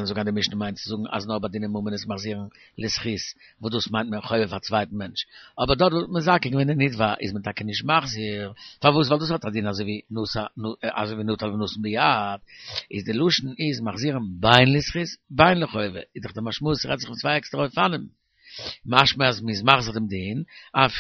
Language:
Yiddish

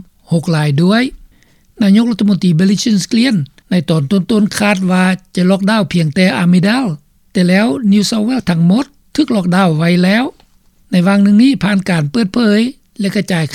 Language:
Lao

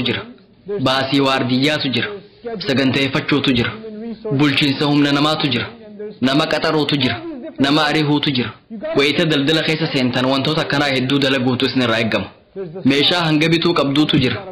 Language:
Oromo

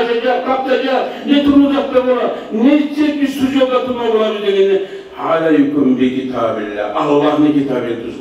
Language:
Kumyk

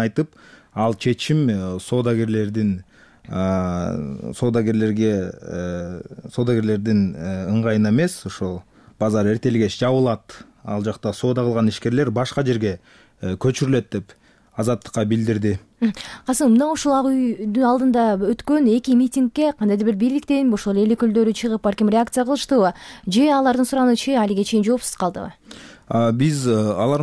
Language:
Kyrgyz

